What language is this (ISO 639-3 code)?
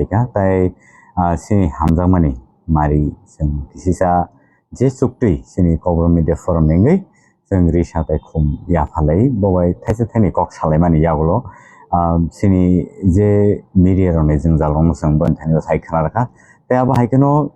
trp